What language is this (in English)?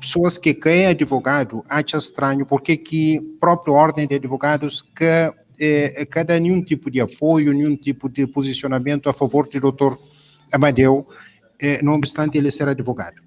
Kabuverdianu